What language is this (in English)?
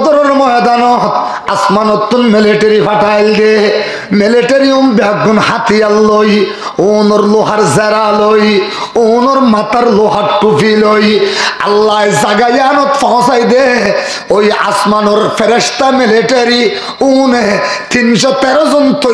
Rohingya